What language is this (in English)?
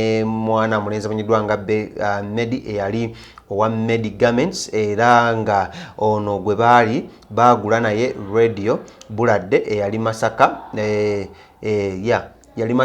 Ganda